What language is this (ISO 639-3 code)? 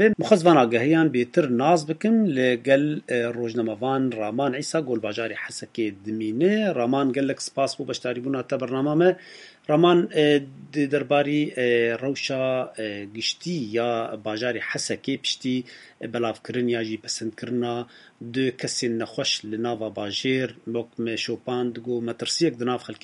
kur